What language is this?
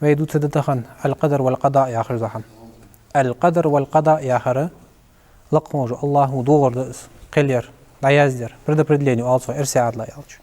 Ingush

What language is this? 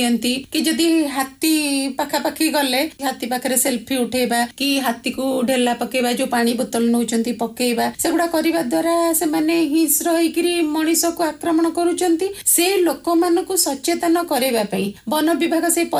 Odia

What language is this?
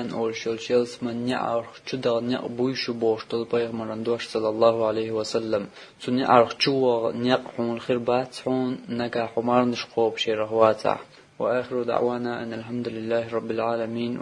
Chechen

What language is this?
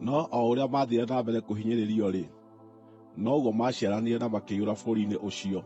Kikuyu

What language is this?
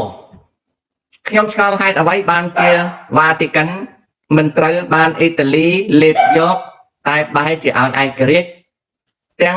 Khmer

